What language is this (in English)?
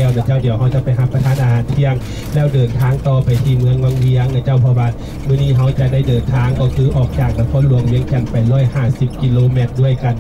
Lao